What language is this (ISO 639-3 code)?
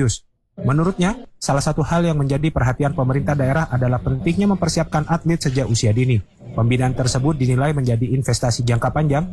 ind